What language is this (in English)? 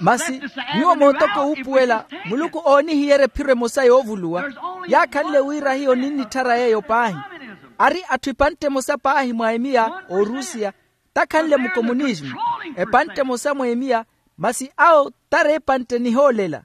Makhuwa